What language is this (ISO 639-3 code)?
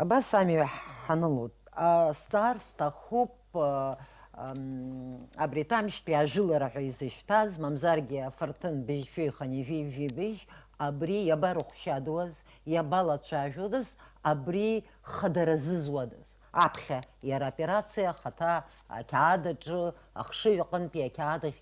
abk